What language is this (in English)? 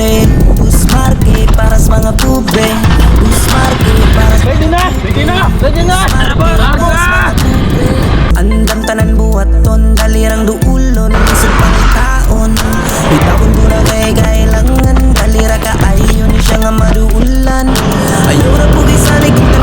Cebuano